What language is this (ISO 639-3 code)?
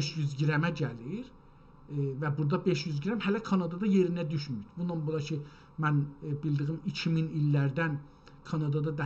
azb